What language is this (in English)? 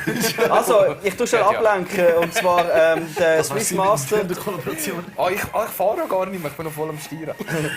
Swiss German